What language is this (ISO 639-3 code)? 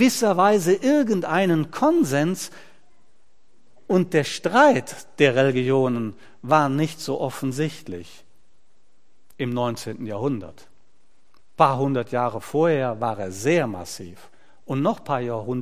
deu